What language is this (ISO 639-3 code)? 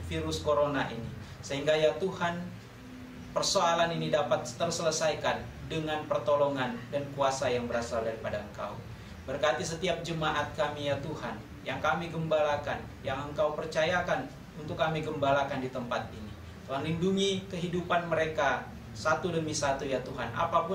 ind